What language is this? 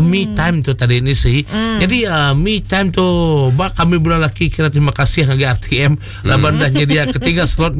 Iban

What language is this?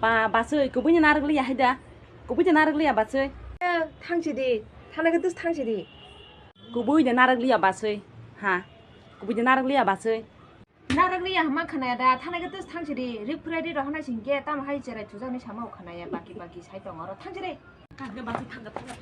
Kok Borok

